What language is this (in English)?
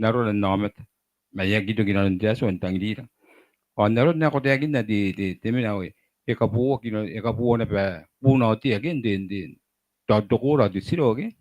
Gilbertese